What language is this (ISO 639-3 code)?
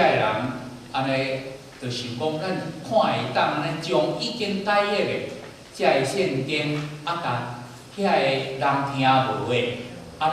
nan